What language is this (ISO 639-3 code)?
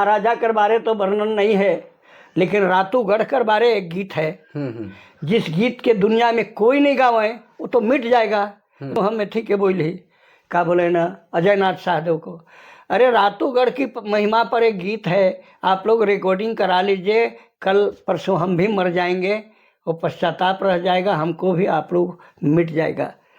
sck